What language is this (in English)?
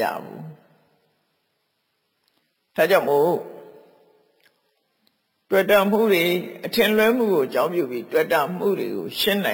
Burmese